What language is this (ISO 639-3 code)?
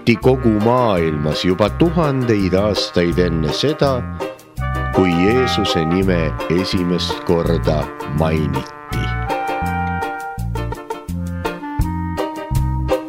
est